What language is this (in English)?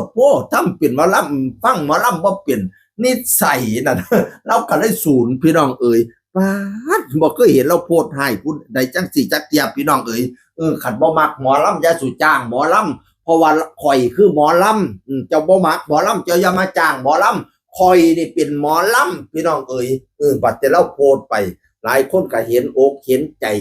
Northeastern Thai